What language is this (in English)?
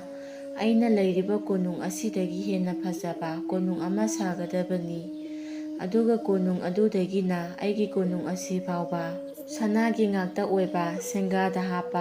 Manipuri